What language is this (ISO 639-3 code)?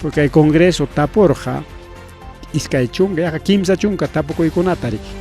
quy